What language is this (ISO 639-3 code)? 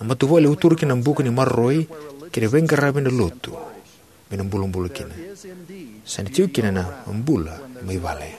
fij